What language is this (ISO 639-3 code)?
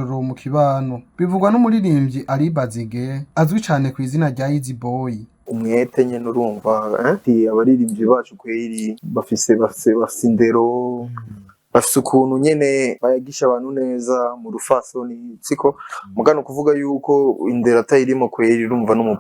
run